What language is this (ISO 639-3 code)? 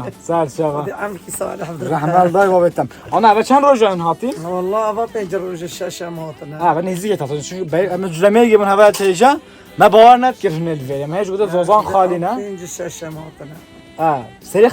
kur